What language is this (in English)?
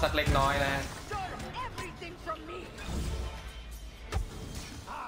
Thai